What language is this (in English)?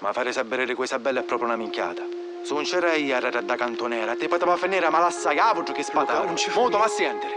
Sicilian